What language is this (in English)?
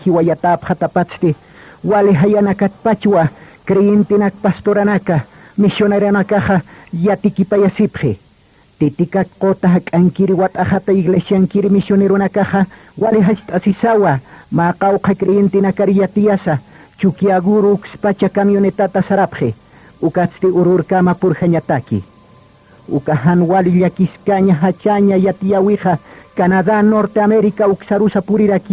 Aymara